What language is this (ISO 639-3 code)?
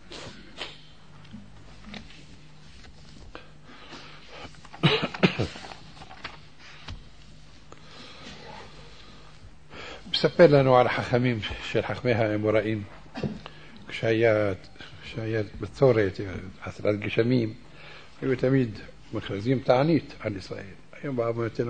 heb